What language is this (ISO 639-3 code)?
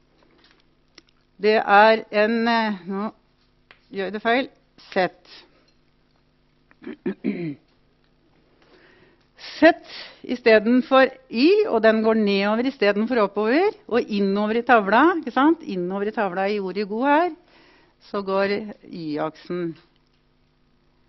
nor